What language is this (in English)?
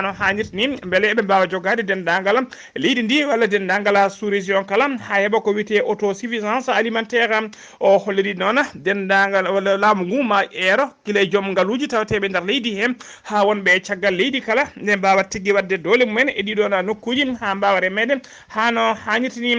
Fula